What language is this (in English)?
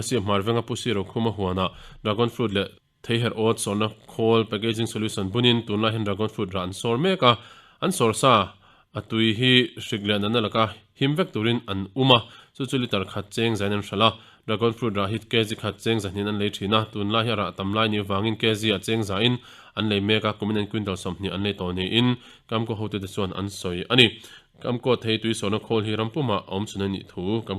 Mizo